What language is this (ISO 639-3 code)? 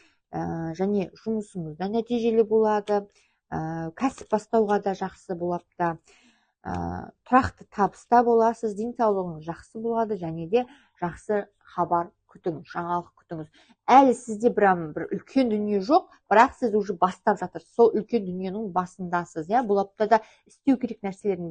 kaz